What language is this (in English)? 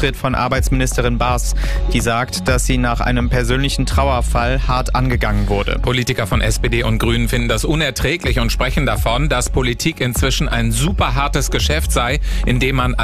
German